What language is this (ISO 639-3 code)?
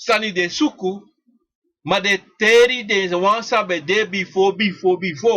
srn